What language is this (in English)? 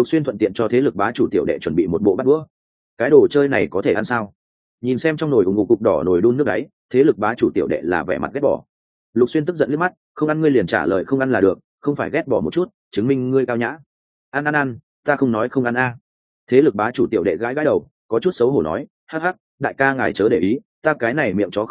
Vietnamese